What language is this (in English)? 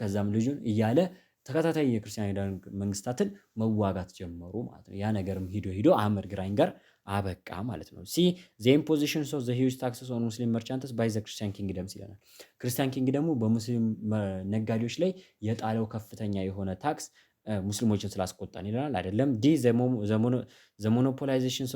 Amharic